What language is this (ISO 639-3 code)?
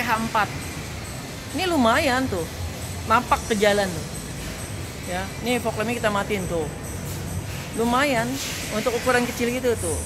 ind